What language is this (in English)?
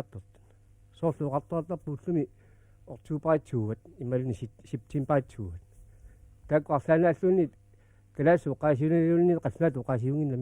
Kalaallisut